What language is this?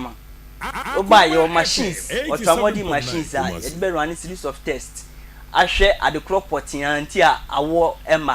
Akan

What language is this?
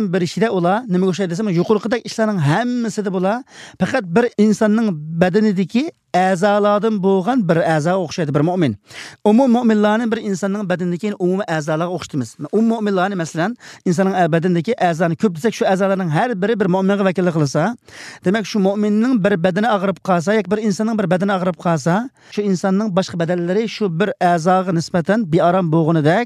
Uyghur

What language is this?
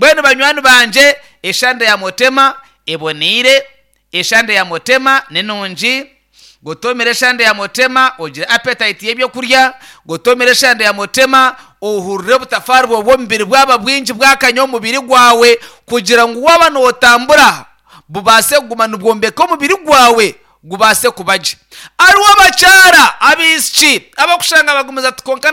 Nyankole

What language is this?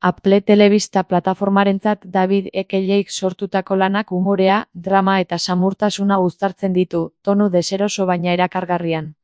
Basque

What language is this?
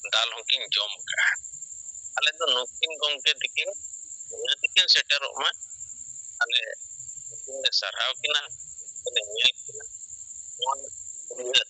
Santali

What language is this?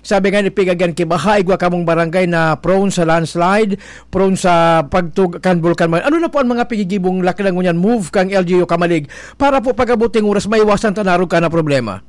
Bikol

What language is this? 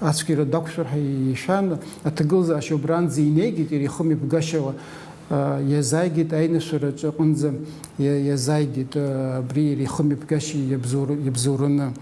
Abkhazian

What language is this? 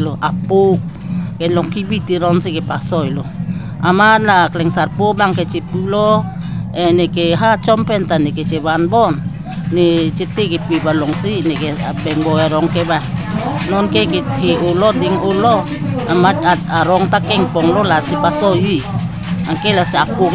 Karbi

